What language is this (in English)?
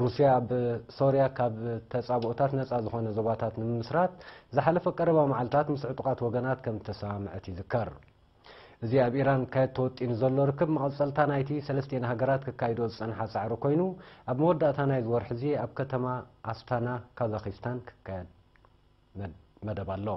Tigrinya